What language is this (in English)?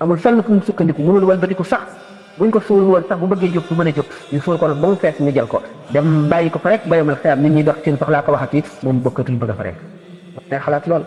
Wolof